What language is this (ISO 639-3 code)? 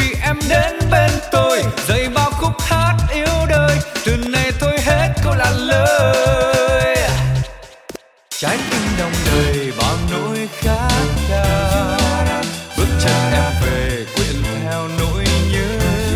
vie